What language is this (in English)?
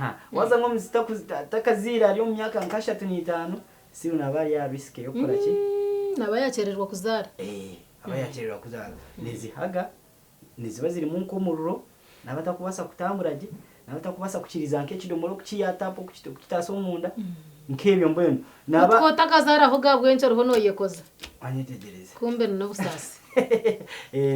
Nyankole